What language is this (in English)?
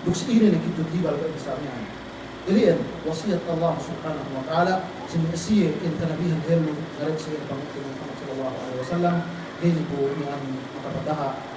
Yakan